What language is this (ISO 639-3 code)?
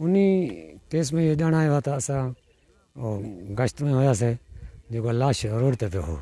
snd